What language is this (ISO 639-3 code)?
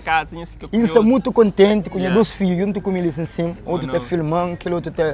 kea